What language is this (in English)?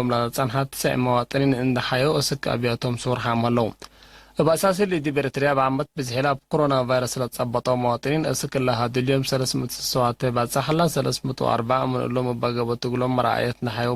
Tigre